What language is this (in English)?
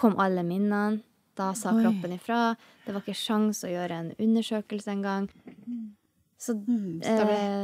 Norwegian